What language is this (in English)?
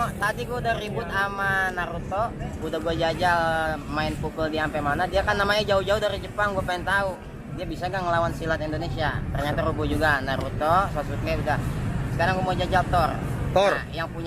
Betawi